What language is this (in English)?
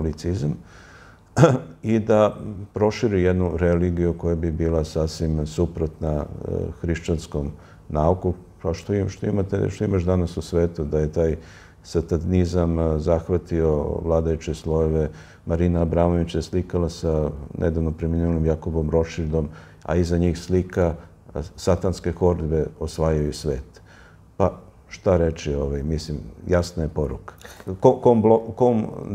Serbian